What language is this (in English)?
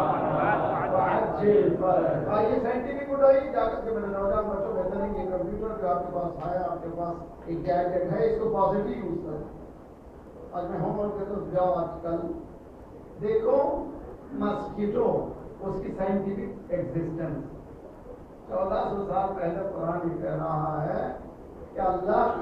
Urdu